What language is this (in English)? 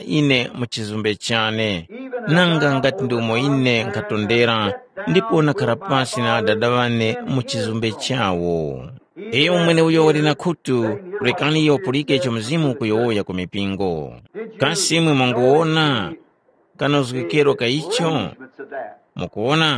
Tumbuka